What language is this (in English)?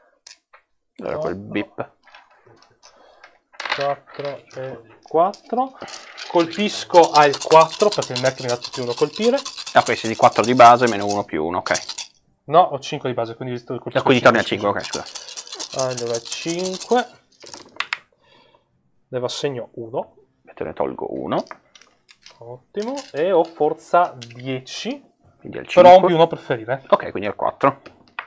Italian